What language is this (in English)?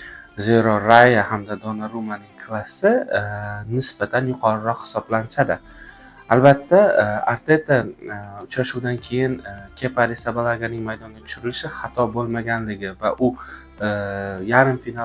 Uzbek